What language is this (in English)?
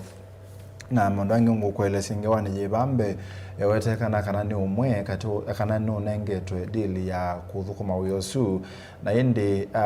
Kamba